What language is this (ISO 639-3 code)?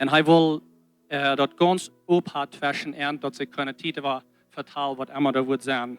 pdt